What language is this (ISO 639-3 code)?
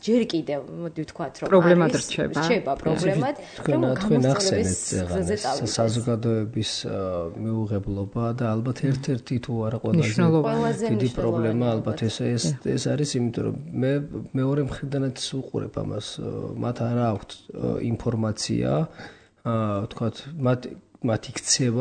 kat